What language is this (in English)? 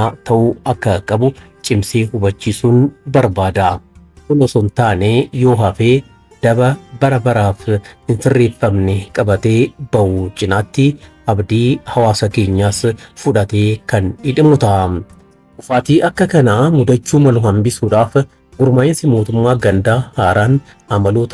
Oromo